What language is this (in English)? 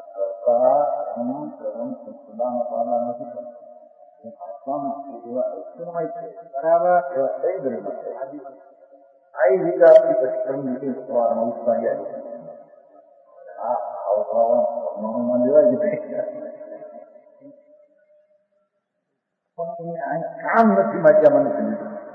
Gujarati